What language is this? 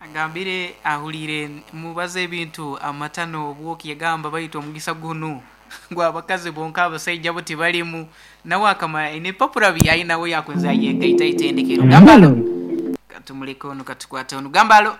Nyoro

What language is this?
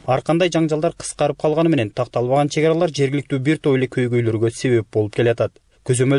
Kyrgyz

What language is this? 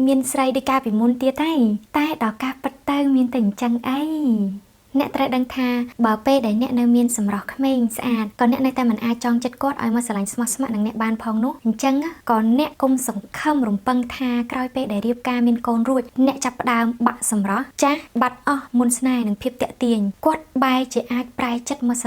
Khmer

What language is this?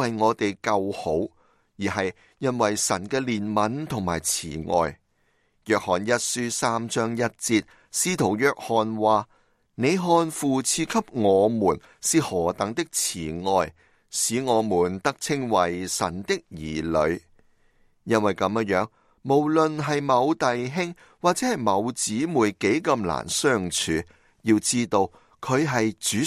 Cantonese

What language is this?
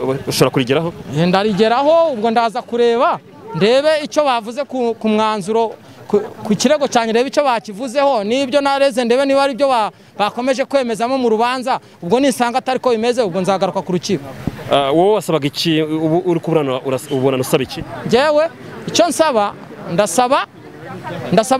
Kinyarwanda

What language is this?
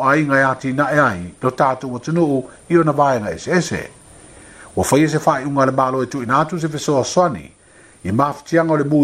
Samoan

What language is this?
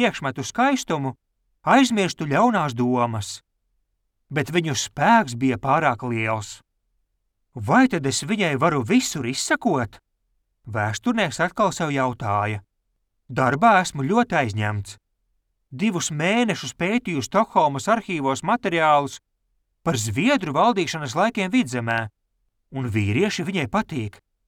Latvian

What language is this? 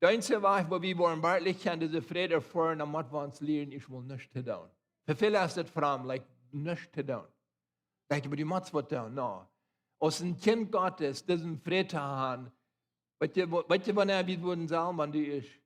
Plautdietsch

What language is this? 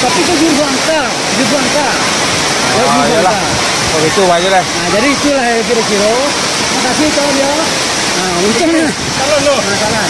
Minangkabau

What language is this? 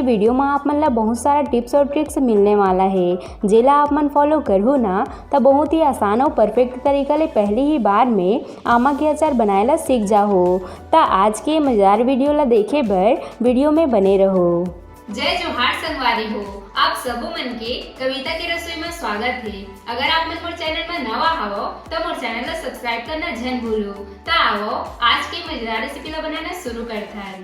Chhattisgarhi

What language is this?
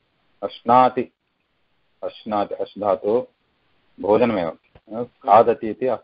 Sanskrit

